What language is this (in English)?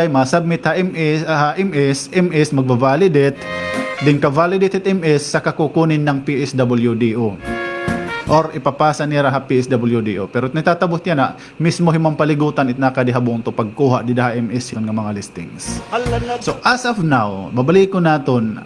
Waray